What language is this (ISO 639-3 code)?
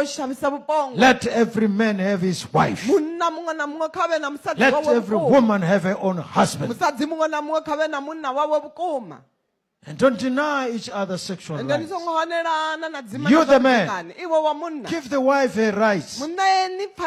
ven